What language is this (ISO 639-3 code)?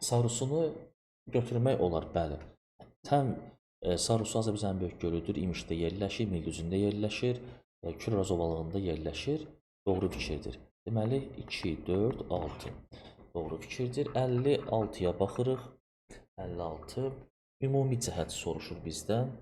aze